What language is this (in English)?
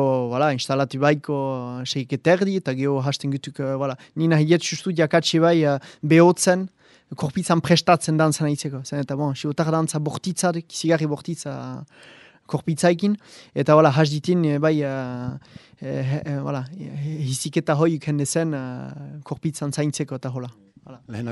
Basque